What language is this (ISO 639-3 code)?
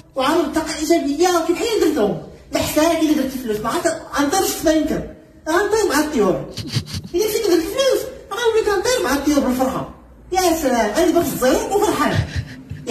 ary